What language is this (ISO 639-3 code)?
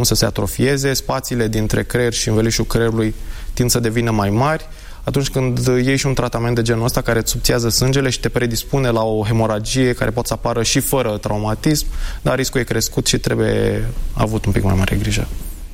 ron